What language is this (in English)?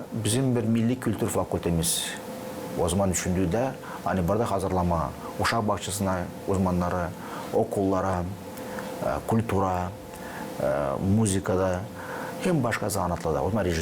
Gagauz